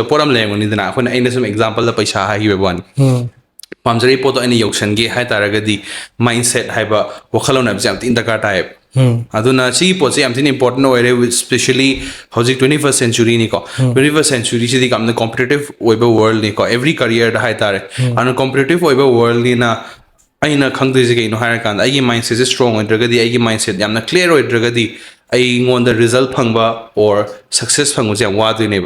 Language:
Manipuri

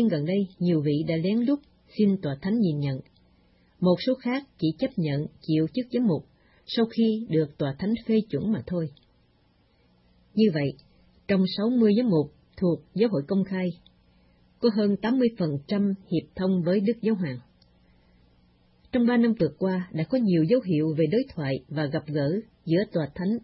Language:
Vietnamese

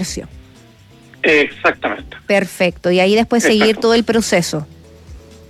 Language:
Spanish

